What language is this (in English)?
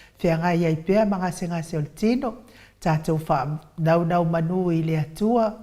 Samoan